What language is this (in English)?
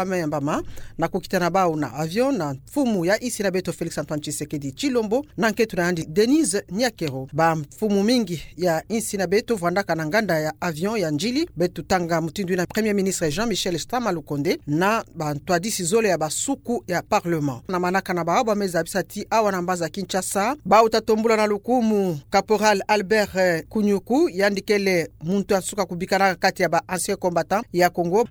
Kituba (Democratic Republic of Congo)